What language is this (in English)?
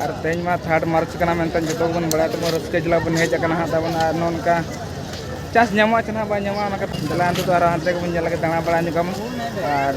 Santali